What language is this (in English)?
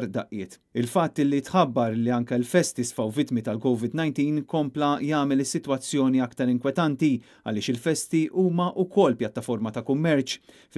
Maltese